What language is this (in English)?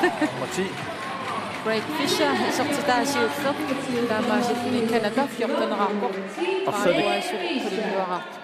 Kalaallisut